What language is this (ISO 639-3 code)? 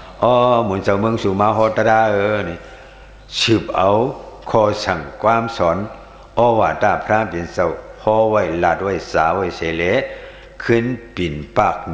shn